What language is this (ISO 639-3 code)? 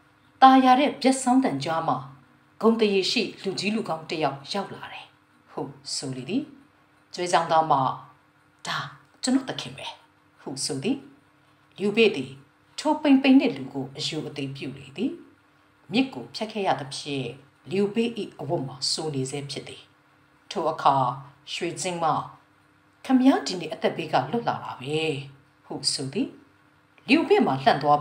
mya